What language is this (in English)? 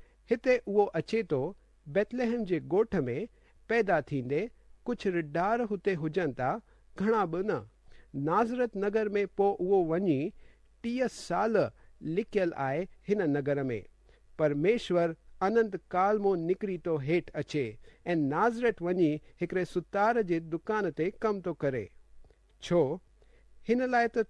Sindhi